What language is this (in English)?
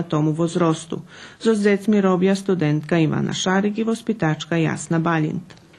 Rusyn